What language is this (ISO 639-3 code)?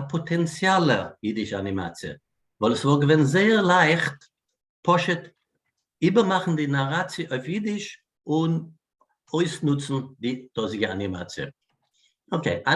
yid